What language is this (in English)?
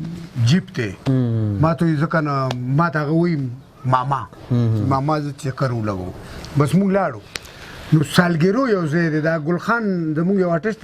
Pashto